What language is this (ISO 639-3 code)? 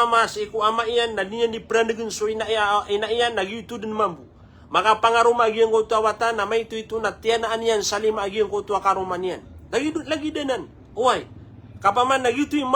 mrw